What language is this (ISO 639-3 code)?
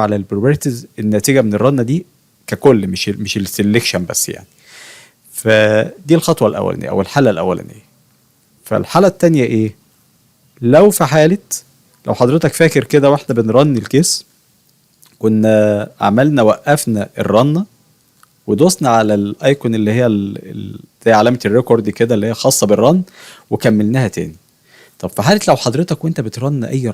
arz